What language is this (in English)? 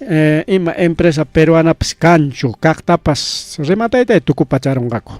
Ayacucho Quechua